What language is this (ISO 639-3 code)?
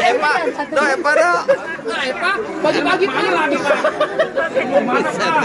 bew